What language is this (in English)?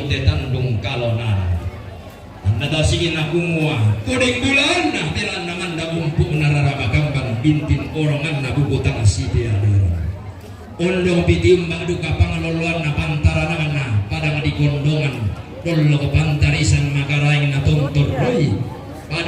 Toraja-Sa'dan